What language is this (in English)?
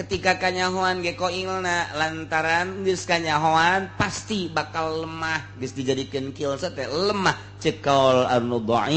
Sundanese